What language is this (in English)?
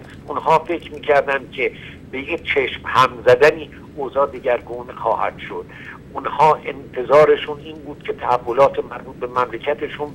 Persian